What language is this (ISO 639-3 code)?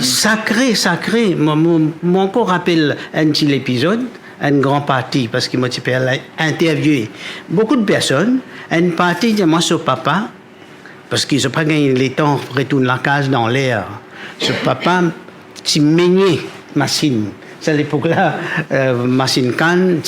mfe